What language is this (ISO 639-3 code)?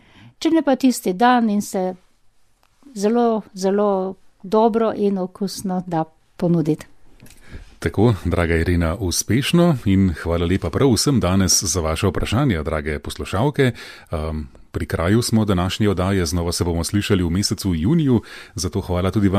slv